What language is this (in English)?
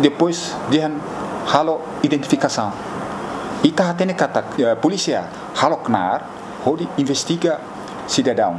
Tetum